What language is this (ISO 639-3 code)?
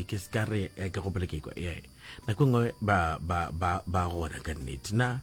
nso